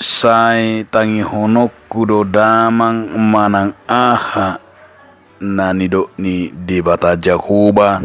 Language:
Batak Toba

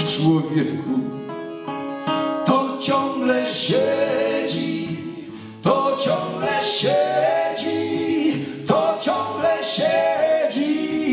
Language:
Polish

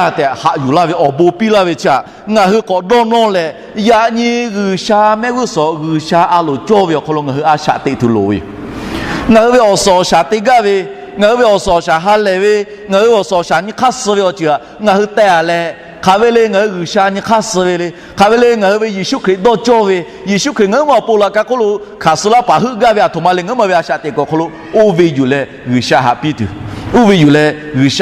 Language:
Lahu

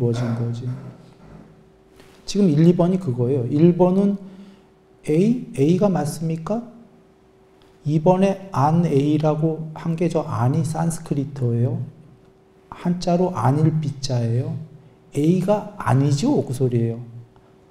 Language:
Korean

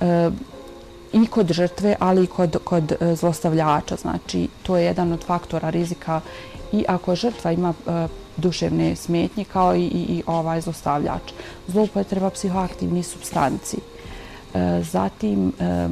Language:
Serbian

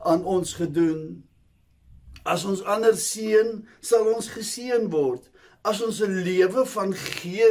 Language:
Afrikaans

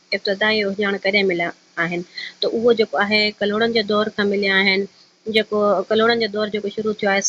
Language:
Sindhi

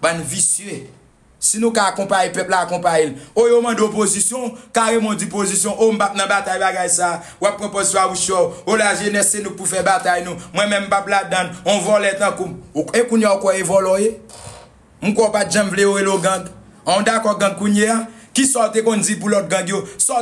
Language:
Haitian Creole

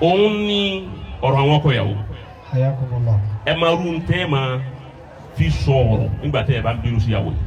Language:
Yoruba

